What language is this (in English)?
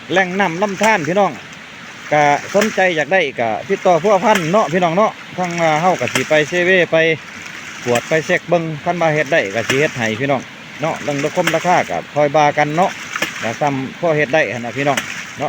Lao